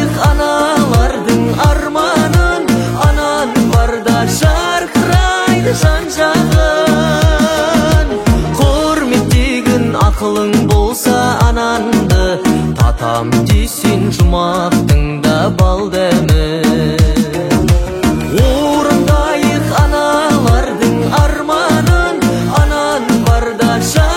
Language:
Kazakh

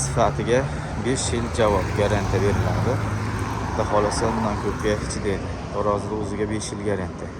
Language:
Uzbek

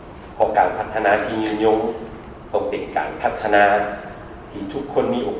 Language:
Lao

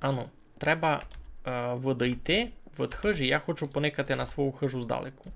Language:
Rusyn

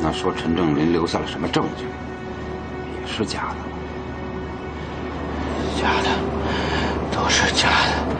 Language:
Chinese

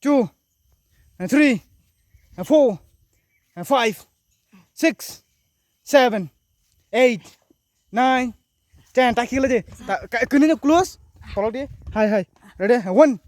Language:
Kok Borok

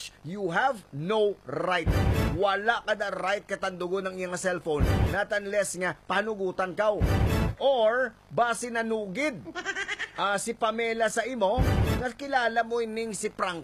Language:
Hiligaynon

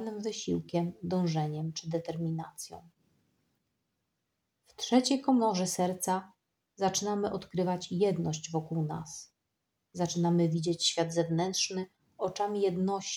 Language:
Polish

